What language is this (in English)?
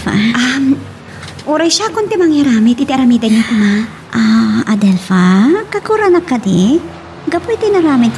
Iloko